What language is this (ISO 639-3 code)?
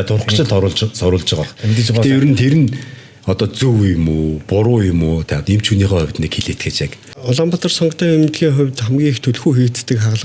mon